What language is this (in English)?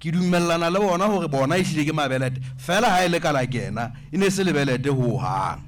Southern Sotho